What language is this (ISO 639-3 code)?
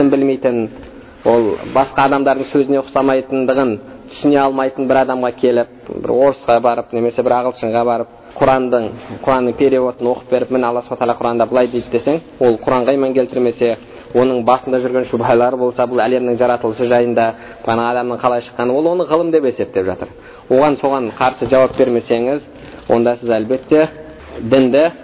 kaz